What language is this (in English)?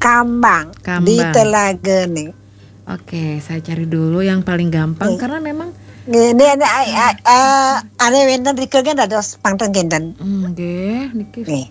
Balinese